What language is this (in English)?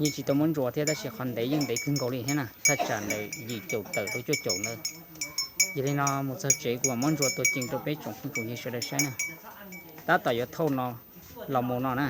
Hmong